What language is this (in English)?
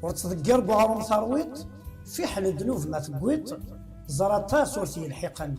Kabyle